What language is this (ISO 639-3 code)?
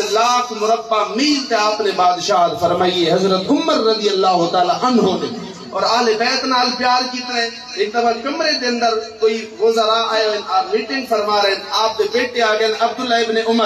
skr